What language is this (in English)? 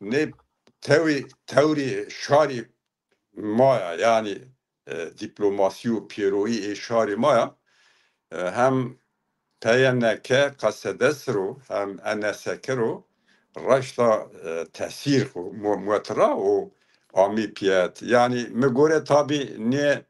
Zaza